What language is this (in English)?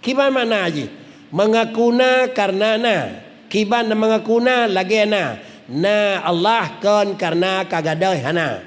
Achinese